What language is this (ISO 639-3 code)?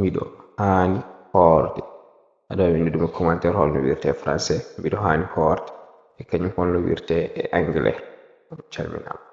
ful